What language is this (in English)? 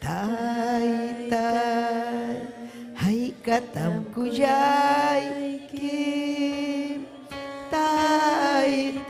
Ayacucho Quechua